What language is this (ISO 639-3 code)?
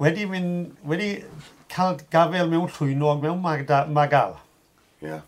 cym